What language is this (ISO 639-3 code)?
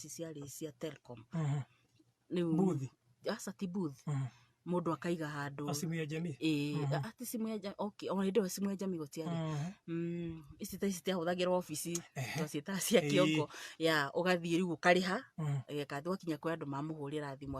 kik